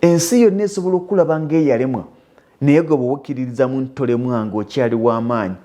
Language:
Ganda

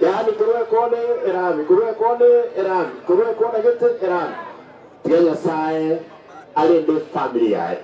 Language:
Gusii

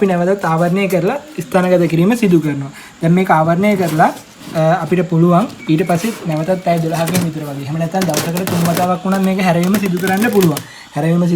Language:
Sinhala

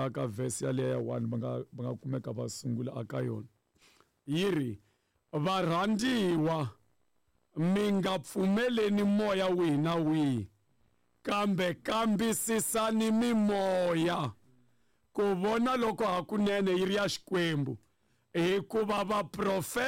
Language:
Tsonga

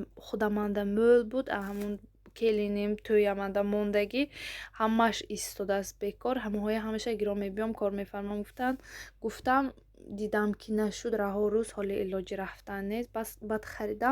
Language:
Tajik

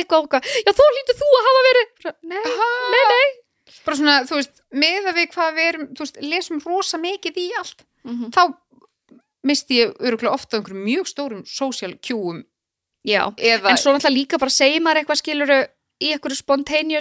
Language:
Icelandic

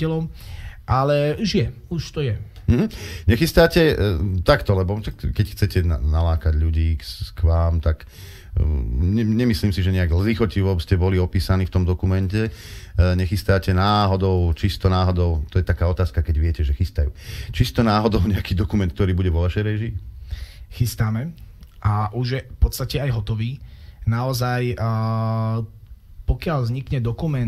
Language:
Slovak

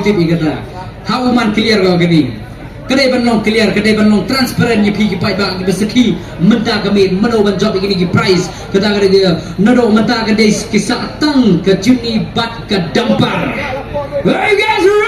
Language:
Khasi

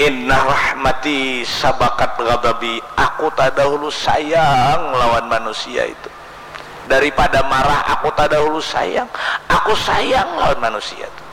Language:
Banjar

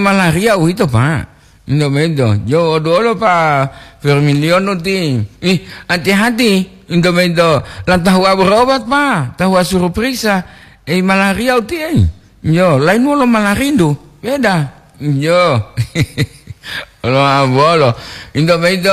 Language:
Gorontalo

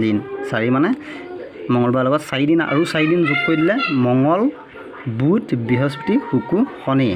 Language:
Assamese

